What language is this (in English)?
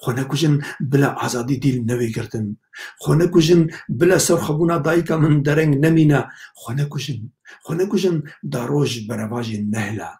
Kurdish